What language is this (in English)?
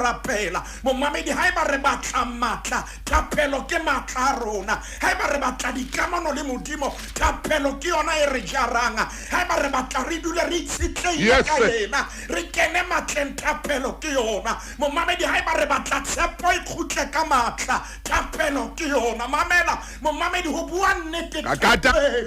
Southern Sotho